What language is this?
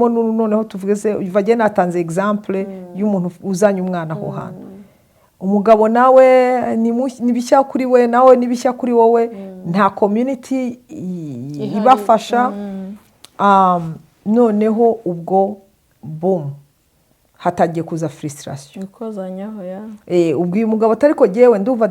Kinyarwanda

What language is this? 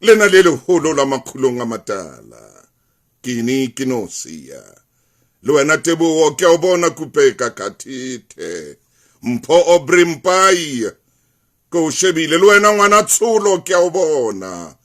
Southern Sotho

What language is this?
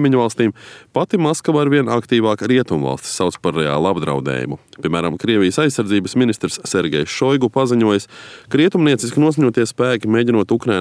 Latvian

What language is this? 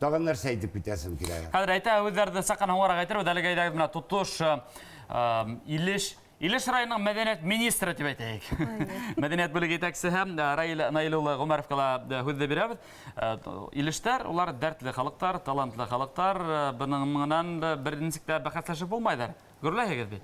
Tatar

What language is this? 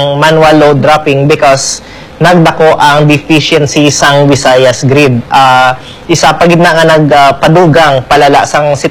Hiligaynon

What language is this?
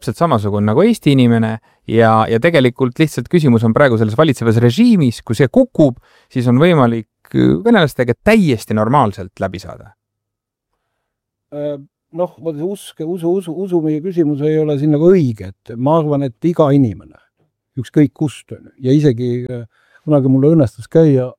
Estonian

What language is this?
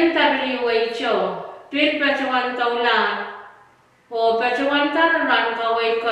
Pohnpeian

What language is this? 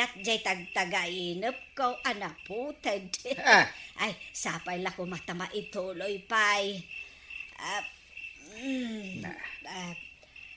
Iloko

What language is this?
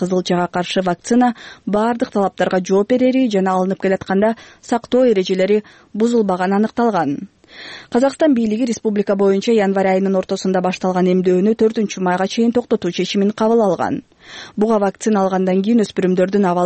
Kyrgyz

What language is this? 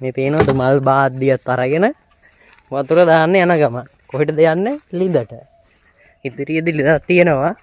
Sinhala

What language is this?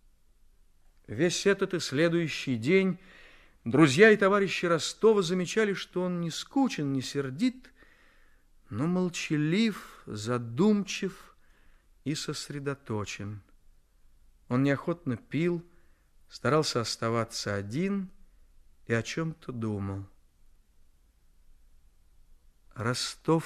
Russian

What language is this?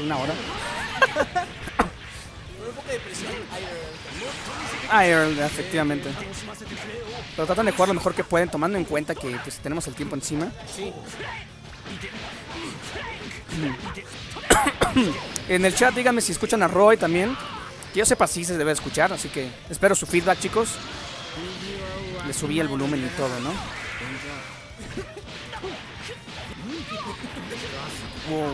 Spanish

